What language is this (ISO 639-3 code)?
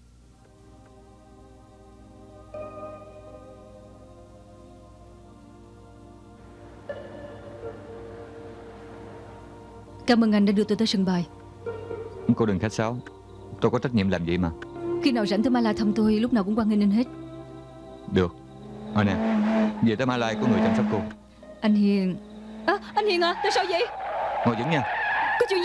vie